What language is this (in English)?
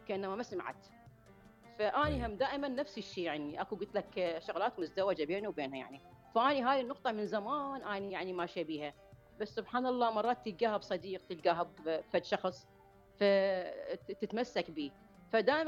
Mesopotamian Arabic